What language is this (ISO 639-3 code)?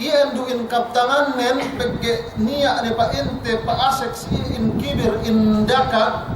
yka